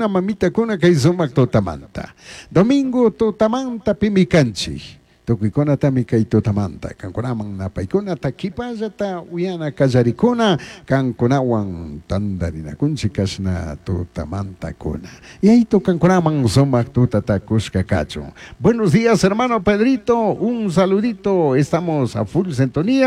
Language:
Chimborazo Highland Quichua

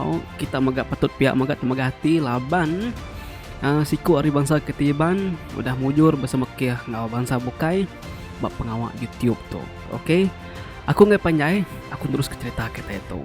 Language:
Iban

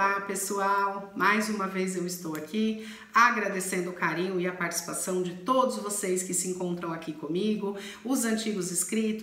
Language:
Portuguese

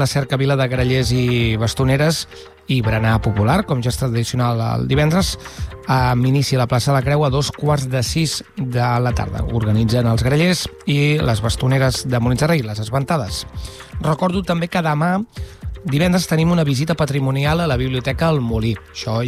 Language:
Catalan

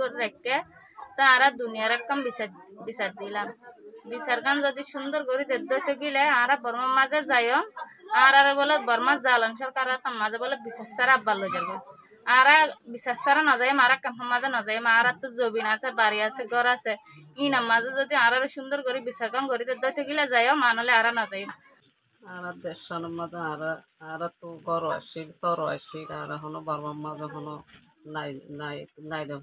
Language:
Rohingya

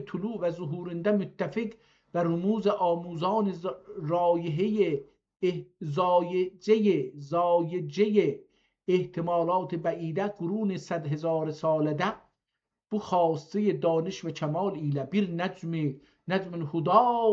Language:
South Azerbaijani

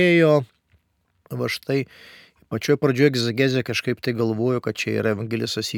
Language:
Lithuanian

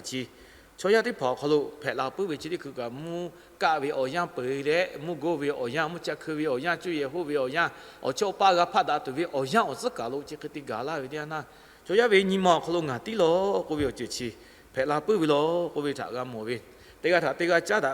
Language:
Lahu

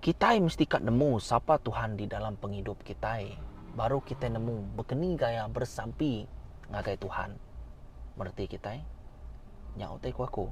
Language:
Iban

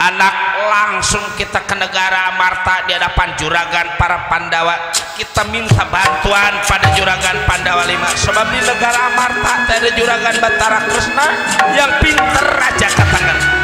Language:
Betawi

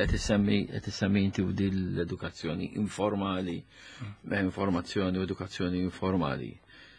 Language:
Maltese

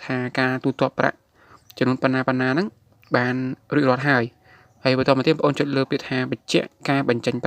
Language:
Khmer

